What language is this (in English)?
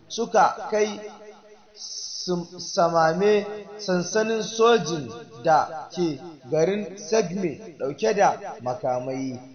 Hausa